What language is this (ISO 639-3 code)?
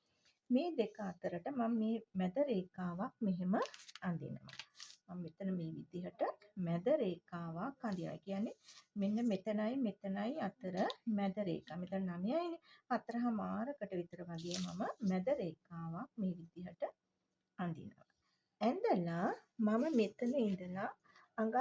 sin